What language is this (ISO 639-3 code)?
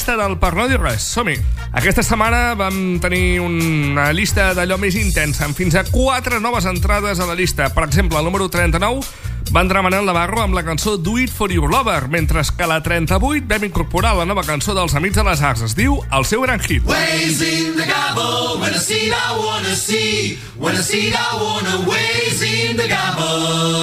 cat